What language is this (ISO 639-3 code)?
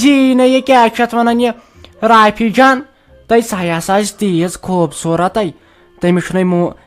kas